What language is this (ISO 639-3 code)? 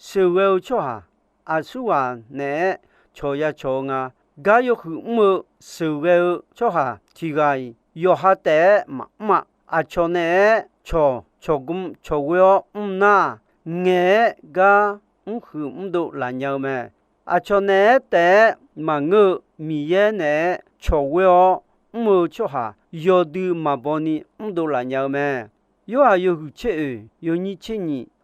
ahk